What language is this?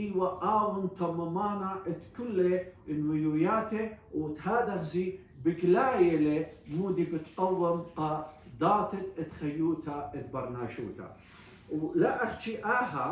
Assyrian Neo-Aramaic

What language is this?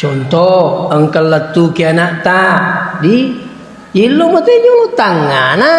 Buginese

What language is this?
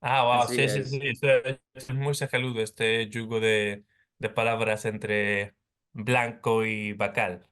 Ladino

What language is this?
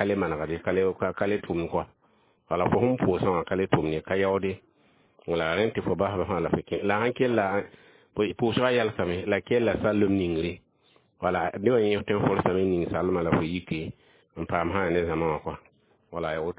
Mossi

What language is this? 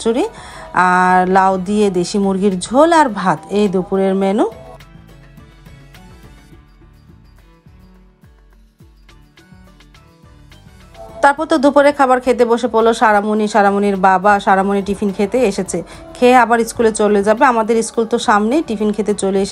Bangla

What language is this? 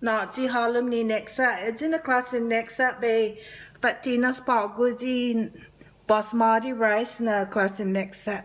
Chamorro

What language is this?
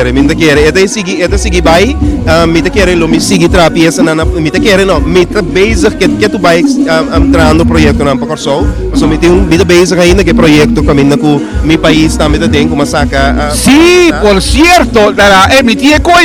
Papiamento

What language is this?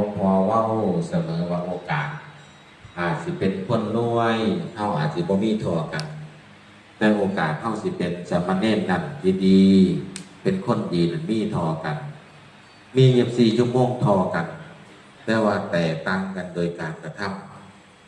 Northeastern Thai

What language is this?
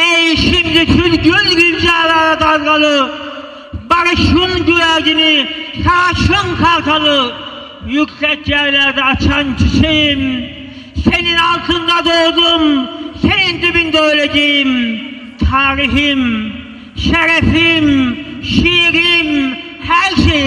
Turkish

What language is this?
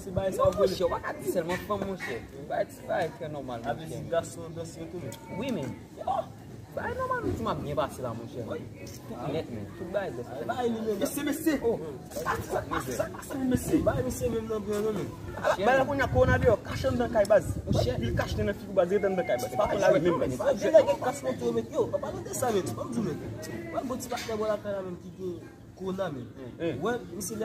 Haitian Creole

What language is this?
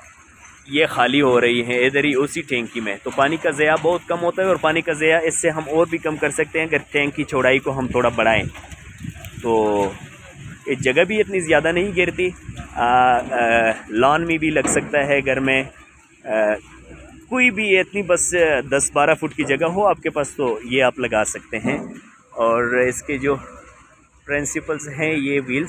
Hindi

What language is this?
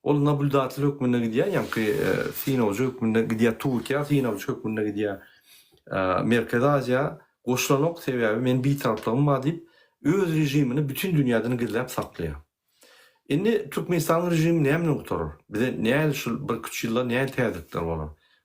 Turkmen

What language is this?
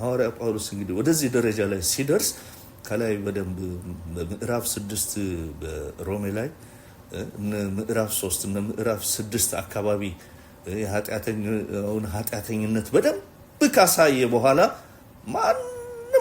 Amharic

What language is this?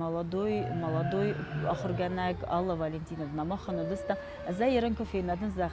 Ossetic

